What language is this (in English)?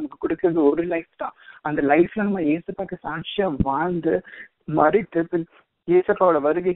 Tamil